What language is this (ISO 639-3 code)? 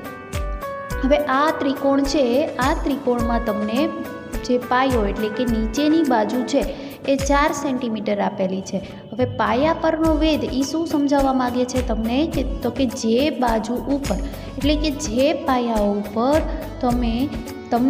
guj